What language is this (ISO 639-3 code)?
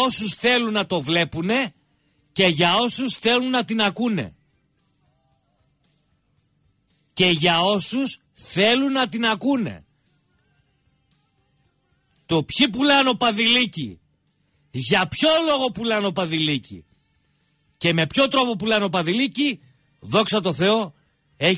ell